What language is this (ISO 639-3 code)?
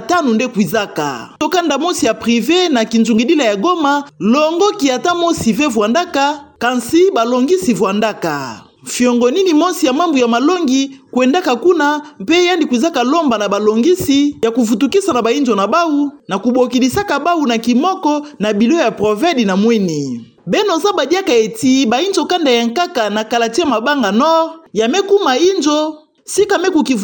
ktu